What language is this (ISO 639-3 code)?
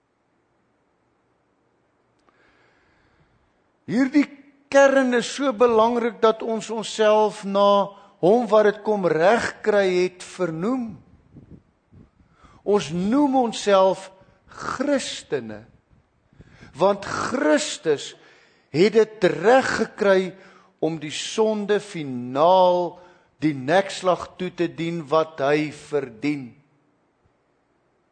afr